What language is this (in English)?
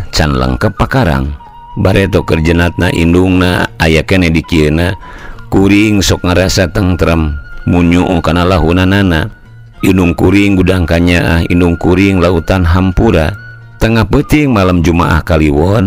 Sundanese